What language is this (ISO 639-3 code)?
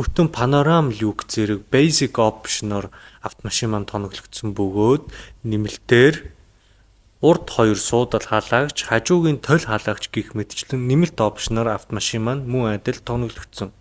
mon